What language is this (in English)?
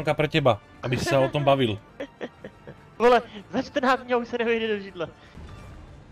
Slovak